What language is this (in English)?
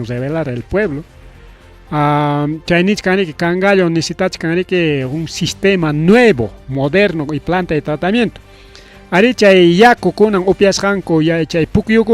Ayacucho Quechua